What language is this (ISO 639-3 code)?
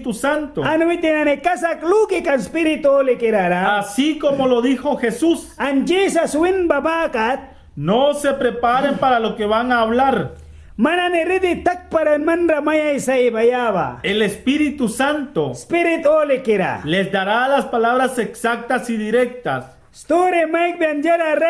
miq